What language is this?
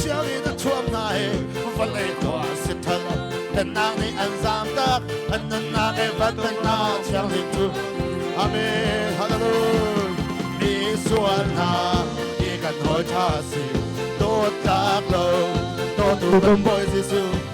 Hakha Chin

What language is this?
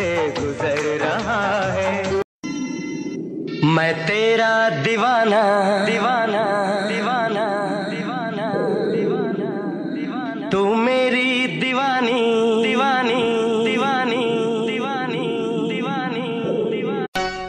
Hindi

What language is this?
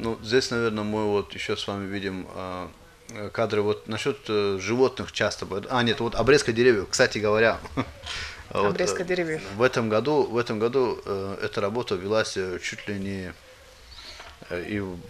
Russian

